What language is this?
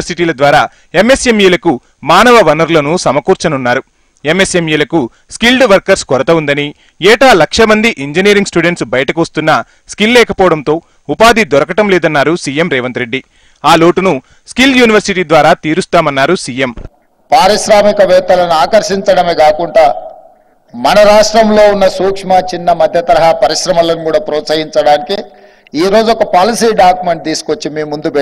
Telugu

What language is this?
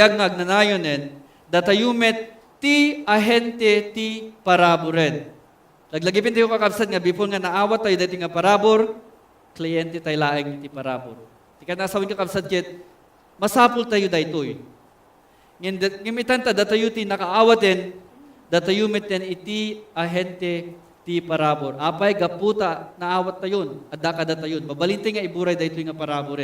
Iloko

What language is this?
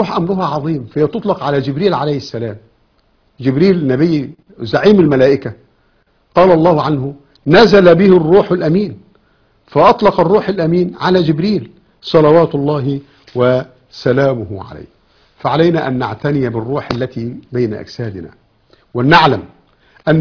Arabic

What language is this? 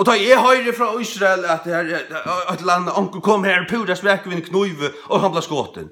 Faroese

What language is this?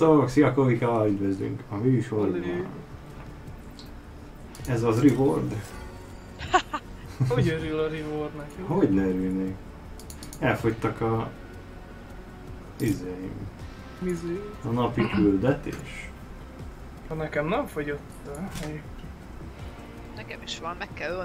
Hungarian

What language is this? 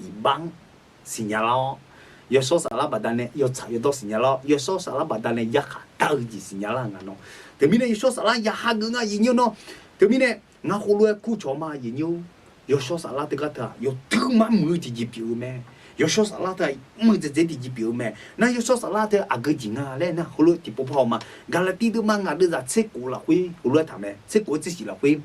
Akha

